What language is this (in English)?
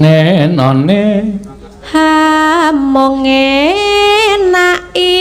Javanese